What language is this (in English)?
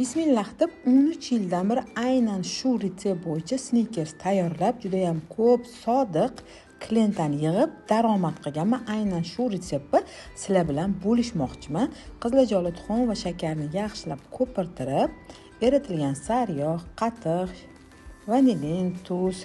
Uzbek